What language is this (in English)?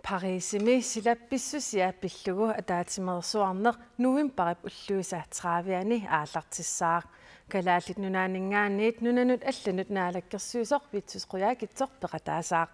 Kalaallisut